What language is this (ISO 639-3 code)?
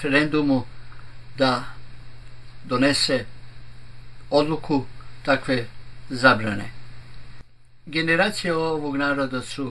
srp